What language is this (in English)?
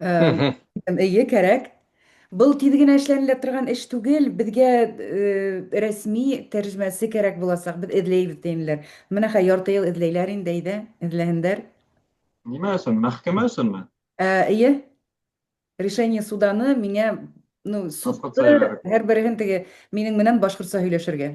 Bashkir